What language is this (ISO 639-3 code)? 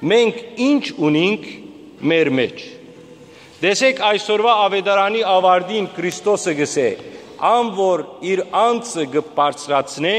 hyw